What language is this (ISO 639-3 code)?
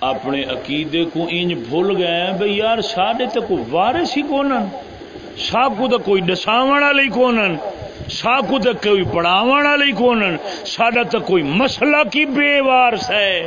skr